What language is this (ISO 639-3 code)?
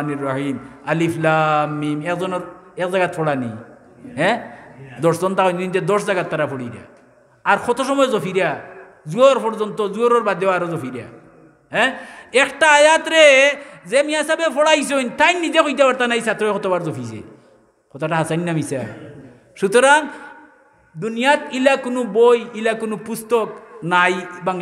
syl